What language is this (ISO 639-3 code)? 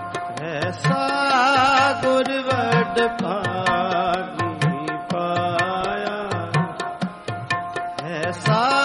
pan